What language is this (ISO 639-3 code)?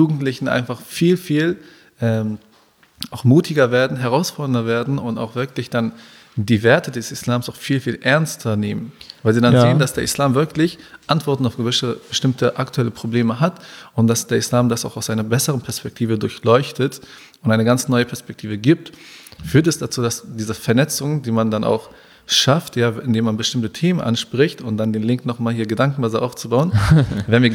deu